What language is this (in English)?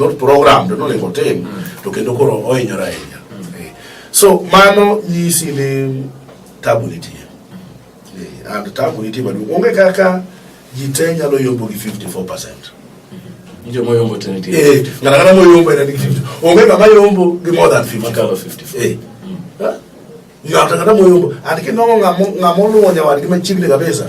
Luo (Kenya and Tanzania)